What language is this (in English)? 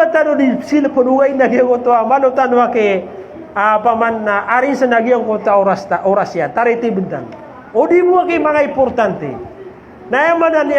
Maranao